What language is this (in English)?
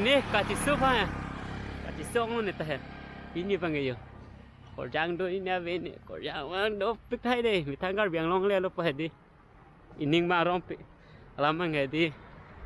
Karbi